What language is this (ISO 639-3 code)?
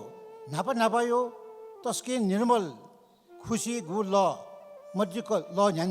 new